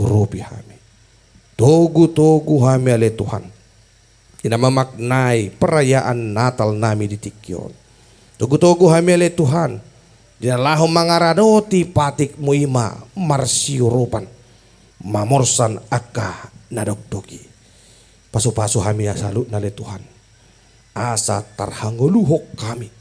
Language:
Batak Toba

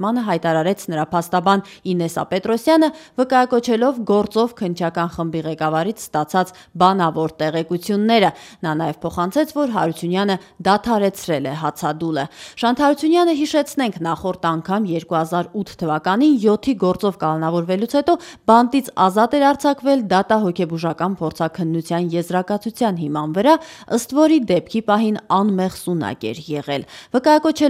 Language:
Armenian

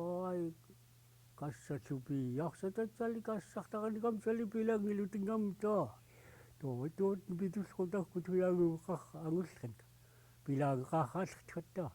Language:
Central Yupik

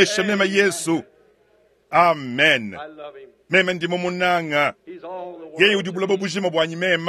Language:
Luba-Lulua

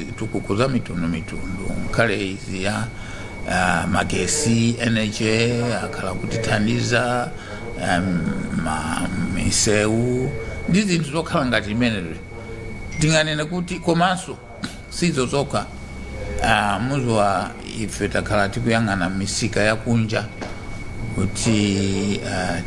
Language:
Nyanja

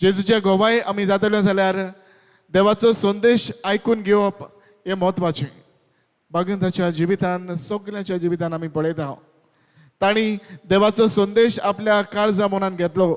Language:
Konkani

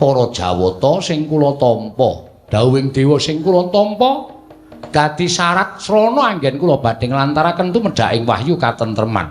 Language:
Javanese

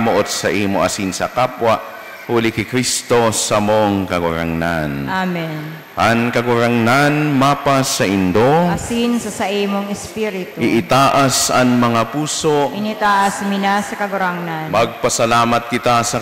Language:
Bikol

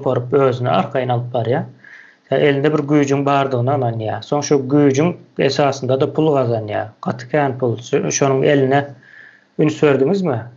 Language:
Turkmen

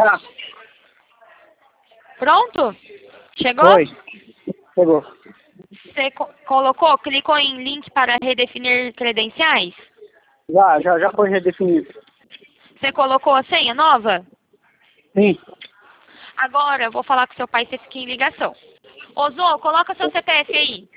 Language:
Portuguese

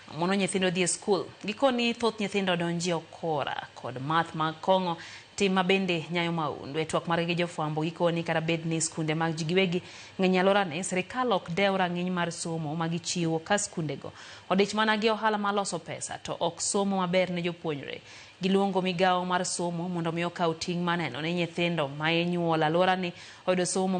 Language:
Luo (Kenya and Tanzania)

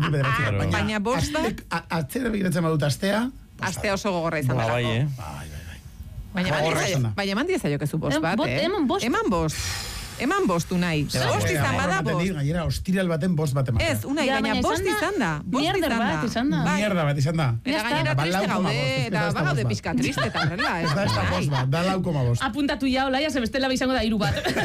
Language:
Basque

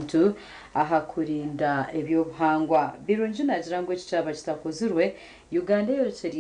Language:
Nyankole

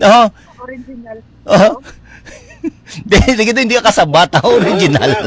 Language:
Hiligaynon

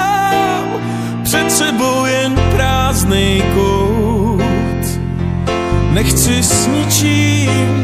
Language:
Czech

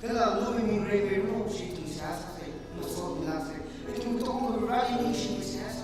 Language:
Tangkhul Naga (India)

